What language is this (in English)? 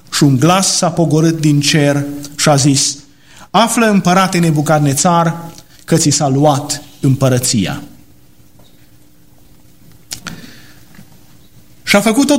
Romanian